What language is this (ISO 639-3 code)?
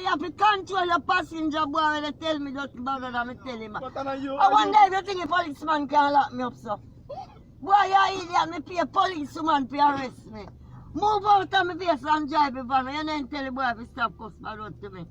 jam